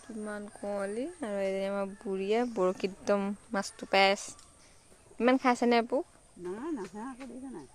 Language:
Assamese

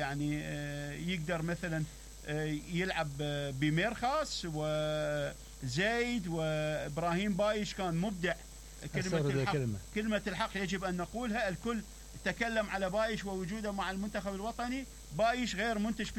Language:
Mesopotamian Arabic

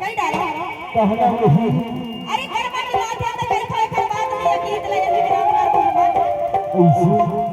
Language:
Chhattisgarhi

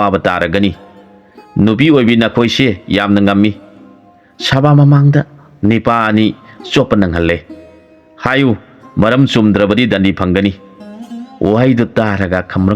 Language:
Manipuri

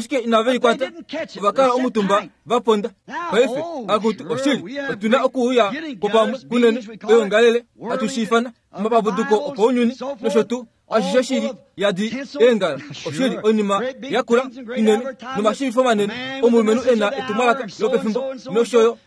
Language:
Kuanyama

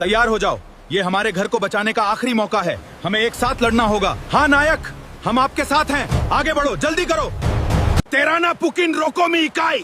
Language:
Gilbertese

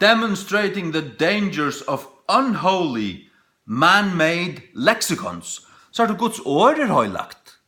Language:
Faroese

